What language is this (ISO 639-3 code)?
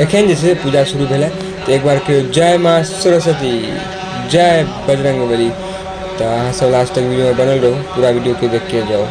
mai